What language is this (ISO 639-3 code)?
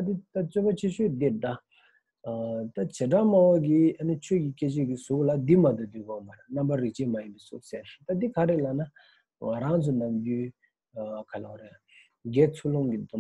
bod